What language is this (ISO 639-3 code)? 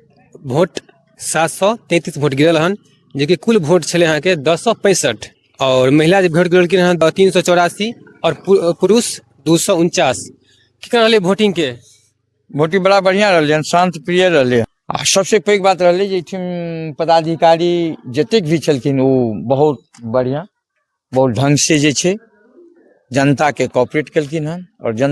mai